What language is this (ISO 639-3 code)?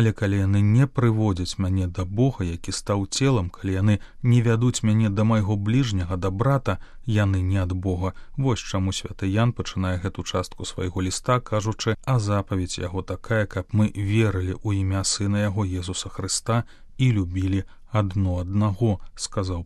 bel